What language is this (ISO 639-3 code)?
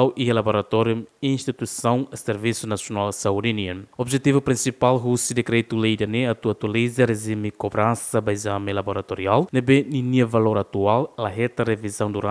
tet